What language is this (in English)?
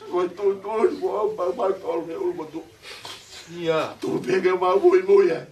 Tongan